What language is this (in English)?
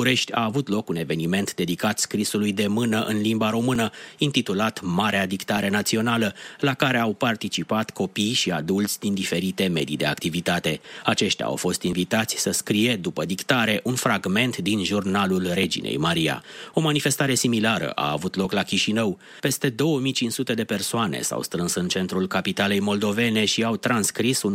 Romanian